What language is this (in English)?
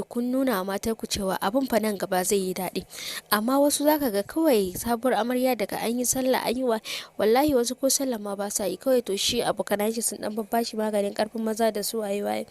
Hausa